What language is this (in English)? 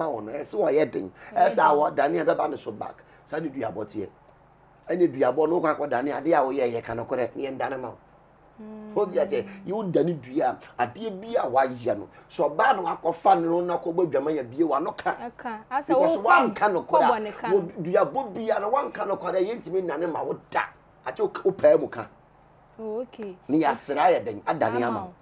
Akan